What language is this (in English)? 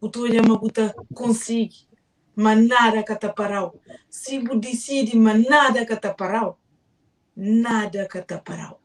Kabuverdianu